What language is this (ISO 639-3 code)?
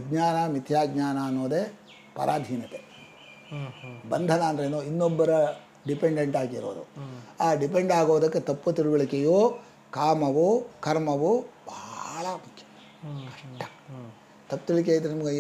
kan